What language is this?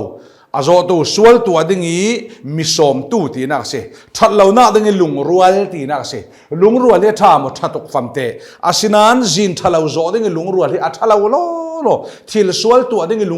Falam Chin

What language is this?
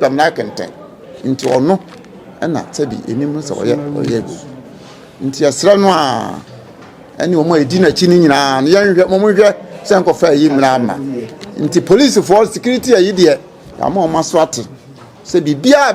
Akan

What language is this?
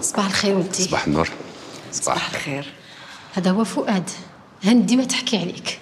Algerian Arabic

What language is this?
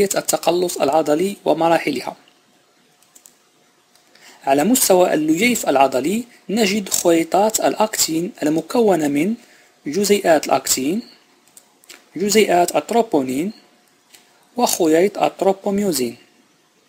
Arabic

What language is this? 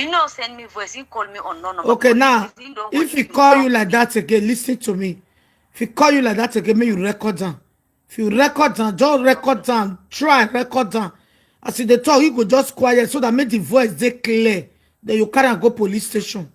Nigerian Pidgin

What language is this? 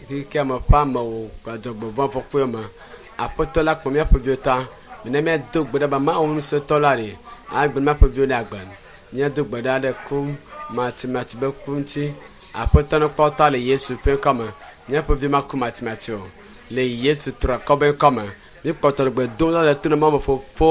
Ewe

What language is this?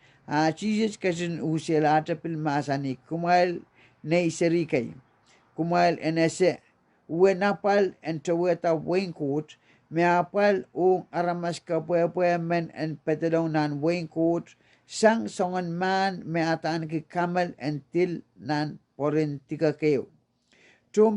Pohnpeian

